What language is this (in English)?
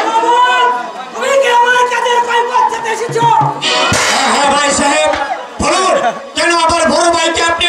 Bangla